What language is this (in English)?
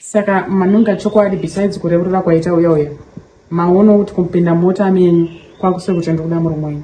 Shona